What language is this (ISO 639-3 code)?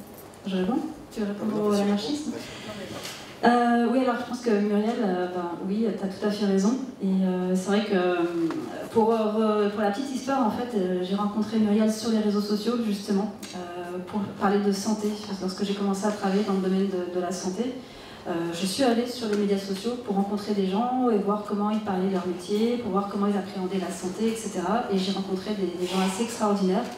fra